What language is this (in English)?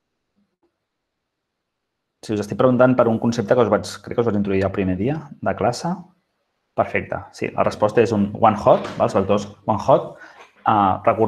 Catalan